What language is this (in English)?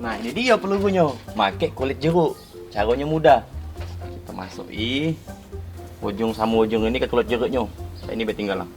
Musi